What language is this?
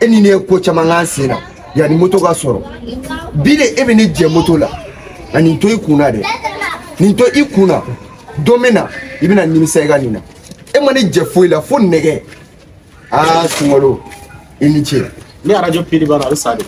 Bambara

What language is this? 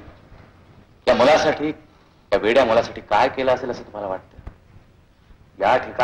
Marathi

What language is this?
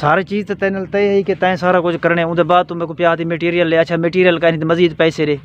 Saraiki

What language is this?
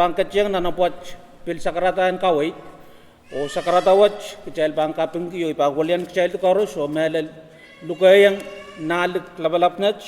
Pohnpeian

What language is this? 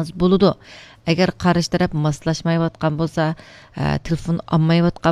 Uyghur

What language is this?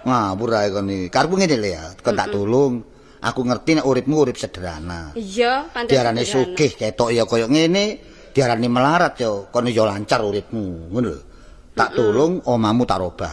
Javanese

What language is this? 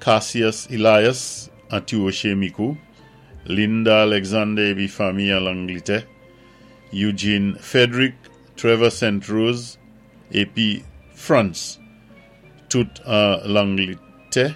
Saint Lucian Creole French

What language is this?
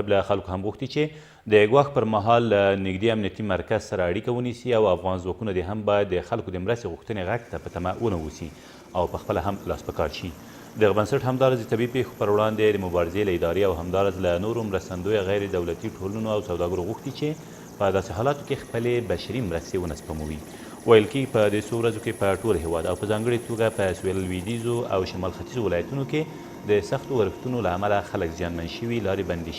Pashto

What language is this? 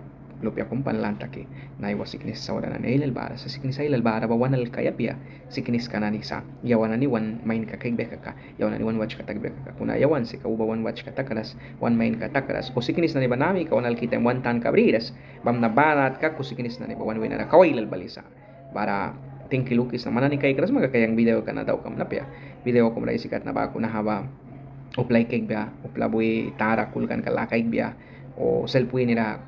Mískito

